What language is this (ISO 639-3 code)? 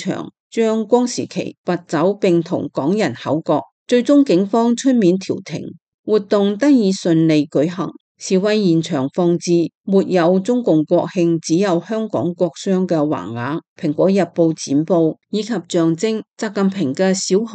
yue